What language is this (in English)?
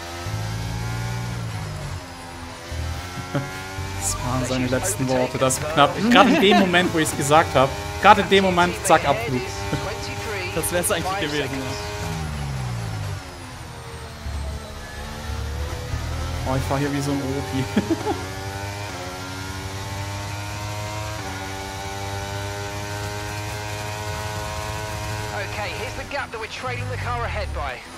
German